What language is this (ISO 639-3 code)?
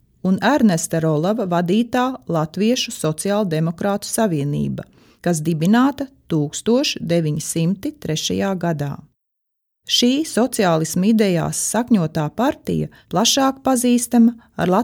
lav